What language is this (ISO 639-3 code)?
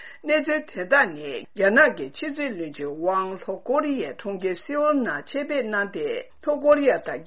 bod